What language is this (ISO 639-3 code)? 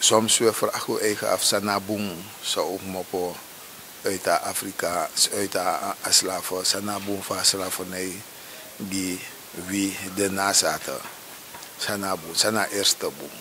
srn